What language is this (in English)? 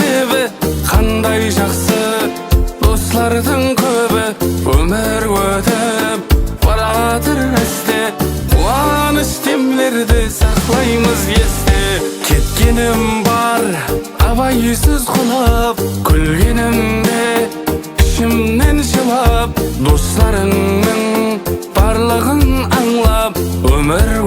Kara-Kalpak